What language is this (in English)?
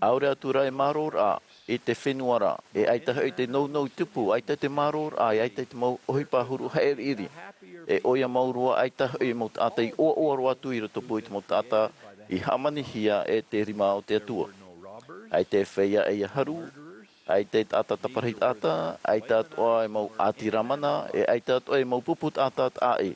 Tahitian